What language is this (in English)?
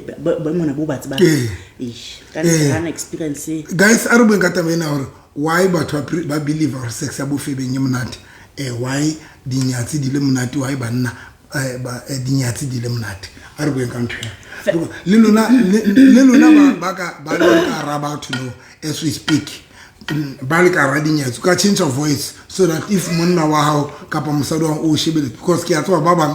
Southern Sotho